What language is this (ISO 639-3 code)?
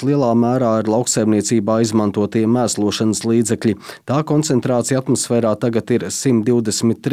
lav